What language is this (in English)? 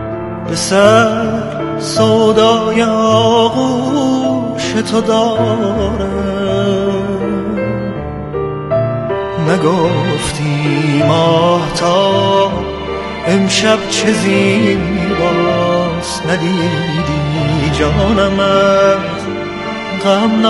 Persian